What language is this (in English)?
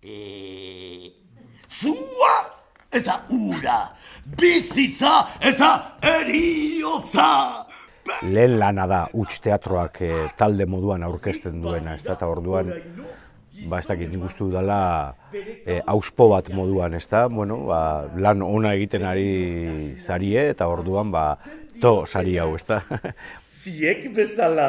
Basque